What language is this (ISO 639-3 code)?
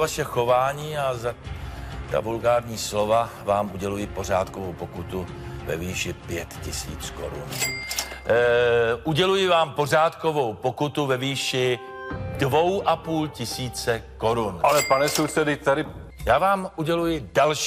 ces